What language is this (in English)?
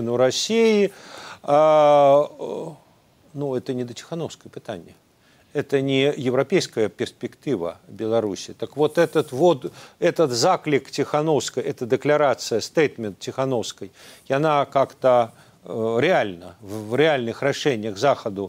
Belarusian